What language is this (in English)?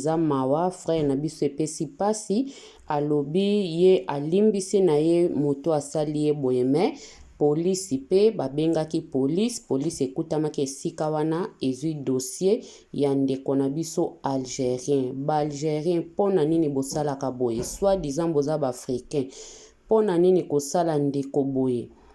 Lingala